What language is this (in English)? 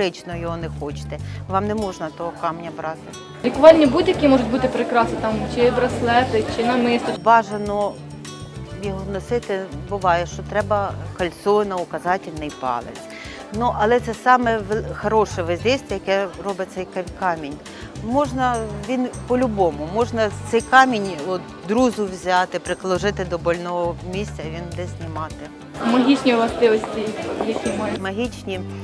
Ukrainian